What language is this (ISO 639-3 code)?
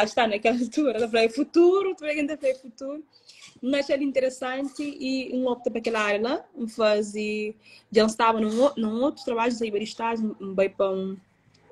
kea